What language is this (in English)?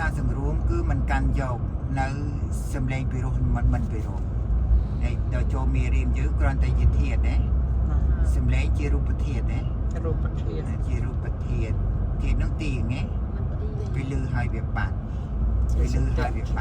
Khmer